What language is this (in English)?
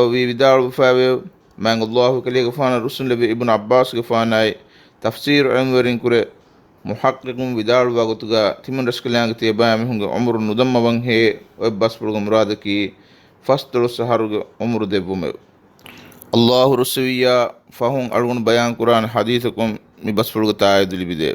Divehi